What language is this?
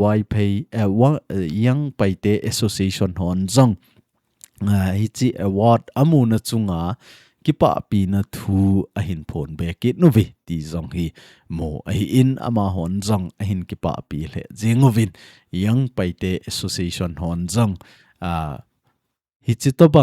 Thado Chin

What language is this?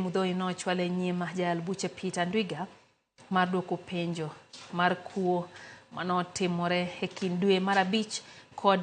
Luo (Kenya and Tanzania)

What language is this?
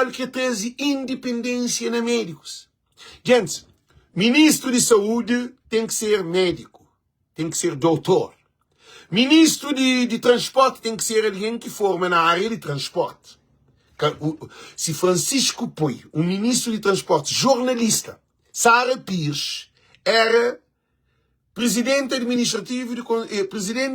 Kabuverdianu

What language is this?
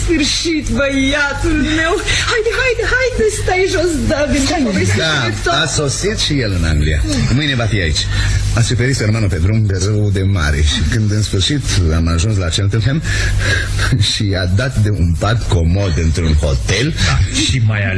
Romanian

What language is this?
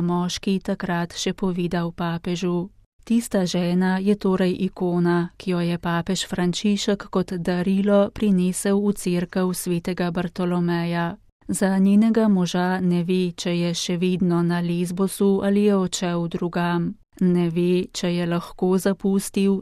Slovenian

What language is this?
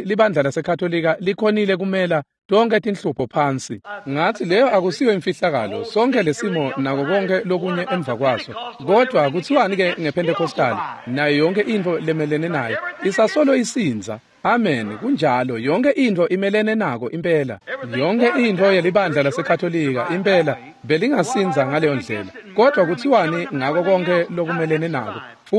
Swati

